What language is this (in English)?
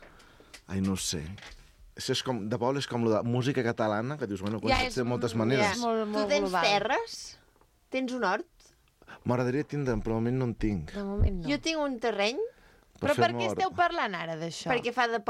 Catalan